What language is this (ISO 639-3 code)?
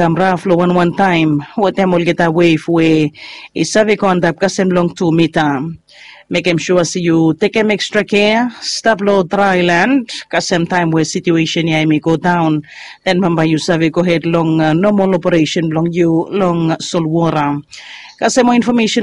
bis